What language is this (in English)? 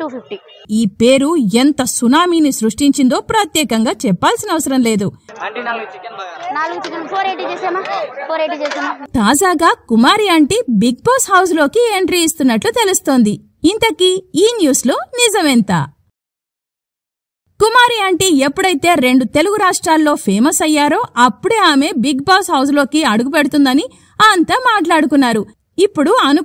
Telugu